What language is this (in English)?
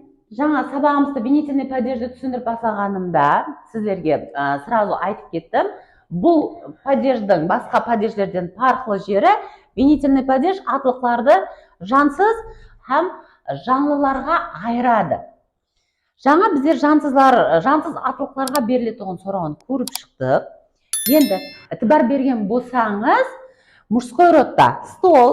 Kara-Kalpak